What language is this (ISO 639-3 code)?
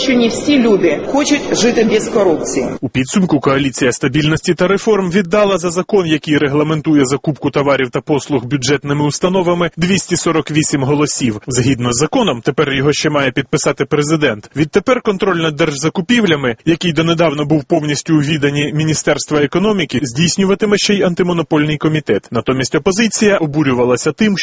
ukr